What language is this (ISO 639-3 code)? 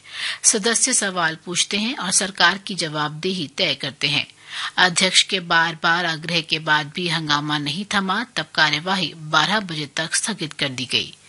hin